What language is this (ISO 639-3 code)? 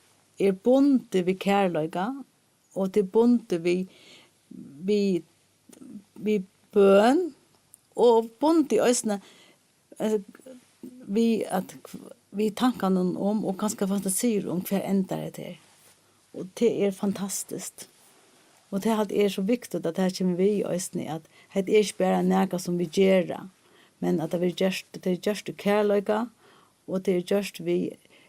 fao